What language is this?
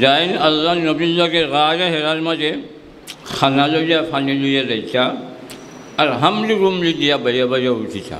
Sylheti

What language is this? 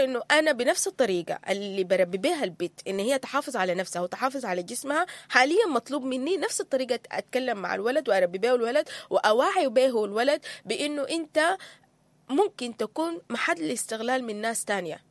Sudanese Arabic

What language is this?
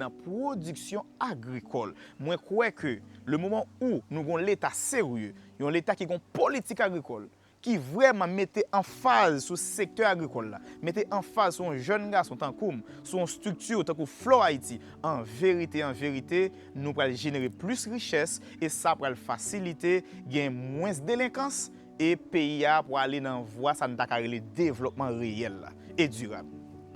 Haitian Creole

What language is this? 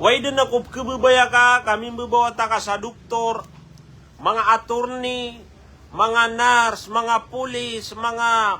Maranao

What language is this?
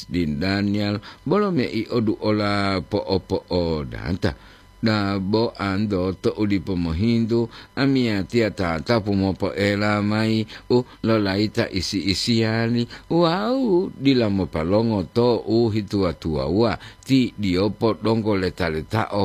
Gorontalo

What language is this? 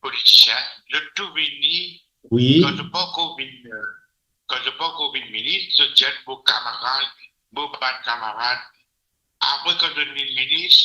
Morisyen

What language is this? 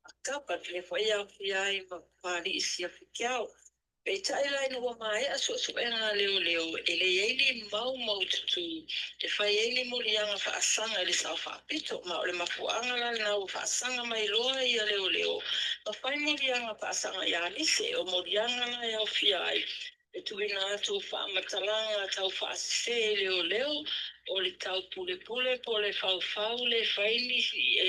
Samoan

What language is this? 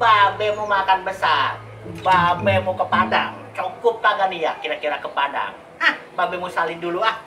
Betawi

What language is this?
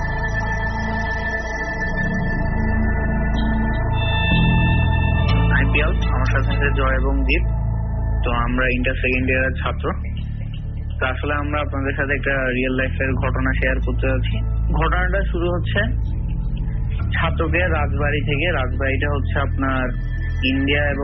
Bangla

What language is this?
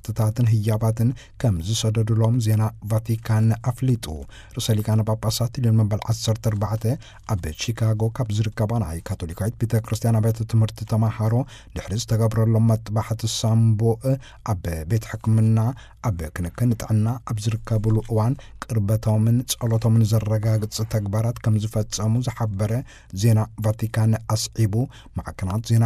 Tigrinya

